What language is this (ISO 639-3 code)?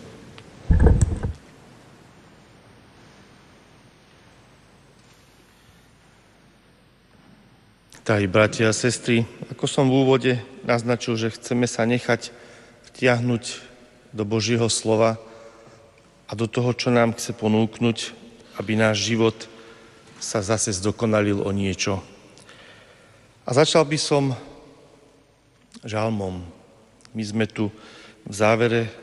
slk